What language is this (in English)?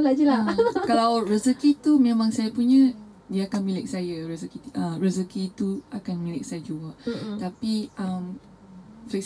Malay